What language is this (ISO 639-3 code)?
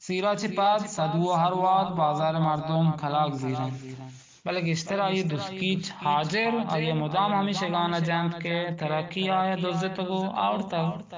bgp